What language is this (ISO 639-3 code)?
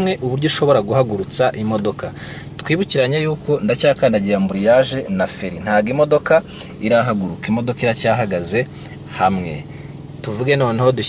kin